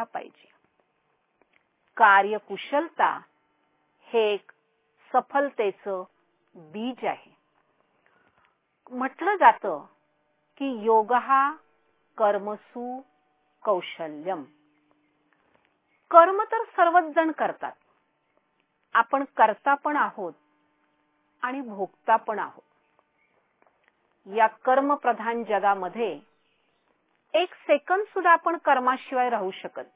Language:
Marathi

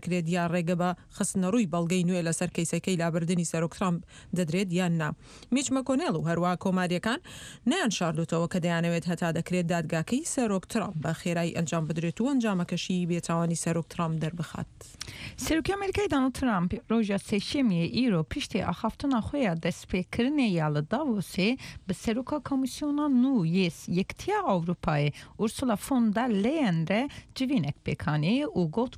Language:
Central Kurdish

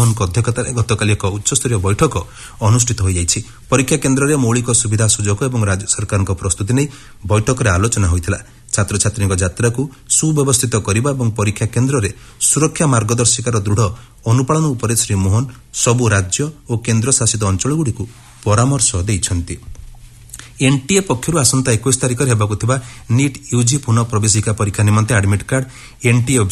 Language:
Odia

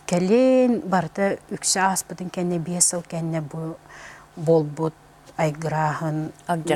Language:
Yakut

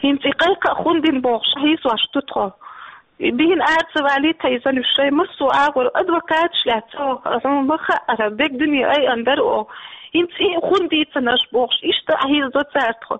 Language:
Chechen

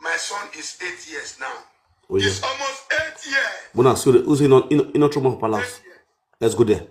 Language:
Nigerian Pidgin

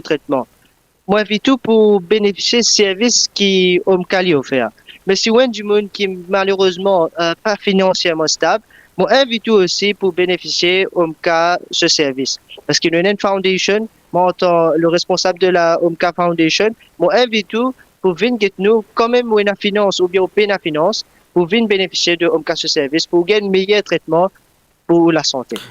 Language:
Morisyen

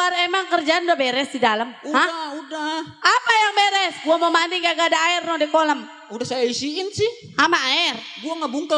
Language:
Betawi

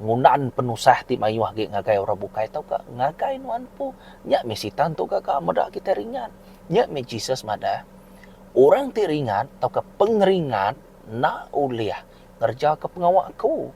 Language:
Iban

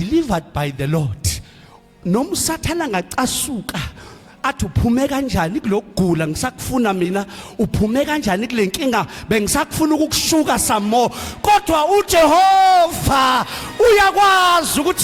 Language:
Zulu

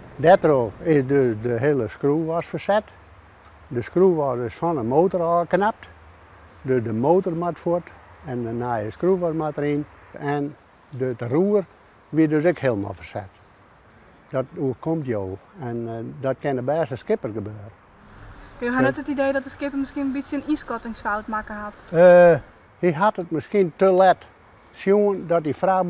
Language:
Western Frisian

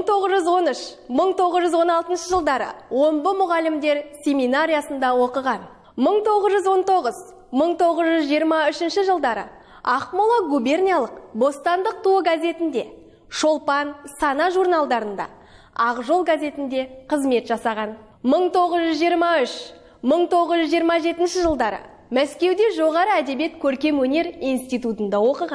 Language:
Kazakh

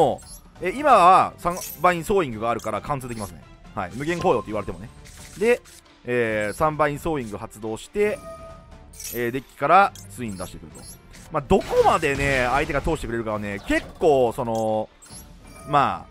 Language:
Japanese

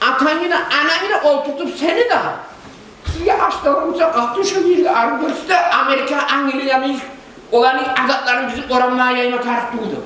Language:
Kumyk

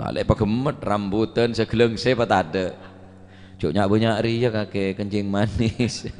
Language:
Madurese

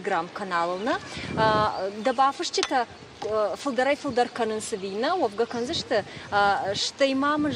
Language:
Ossetic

